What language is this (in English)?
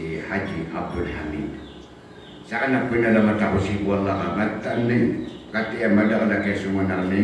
Maranao